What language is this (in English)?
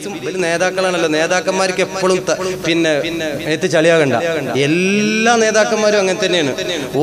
Malayalam